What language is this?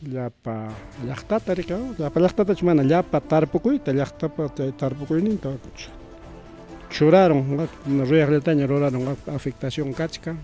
Ayacucho Quechua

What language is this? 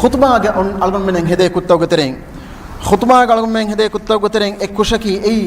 Divehi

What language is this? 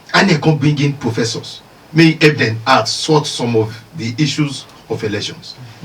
Nigerian Pidgin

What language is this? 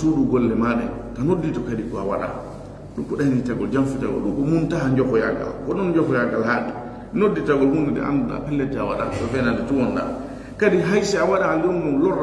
Fula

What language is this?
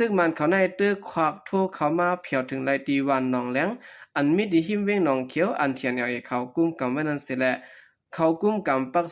Shan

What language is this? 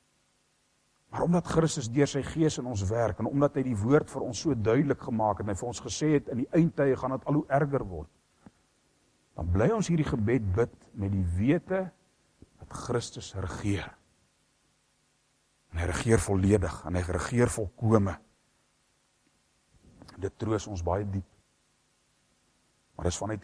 Afrikaans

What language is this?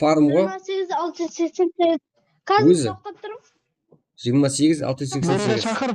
Kara-Kalpak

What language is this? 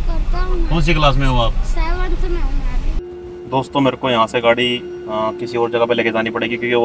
Hindi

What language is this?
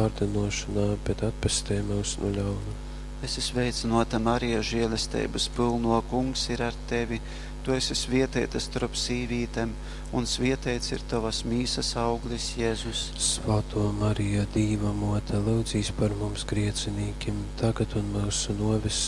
Latgalian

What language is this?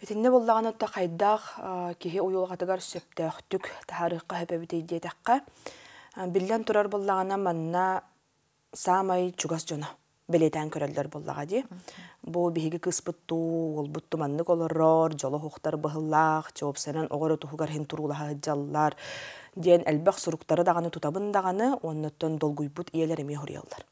Yakut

